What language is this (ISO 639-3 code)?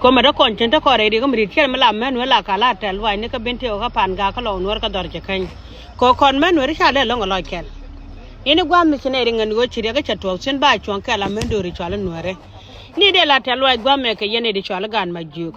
nus